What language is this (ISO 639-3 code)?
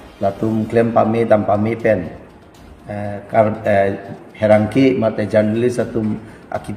mjw